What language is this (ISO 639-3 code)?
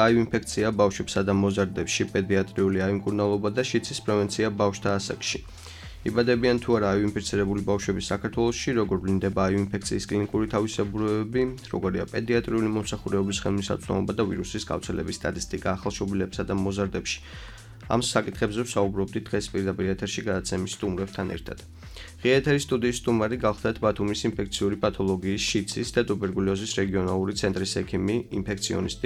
kat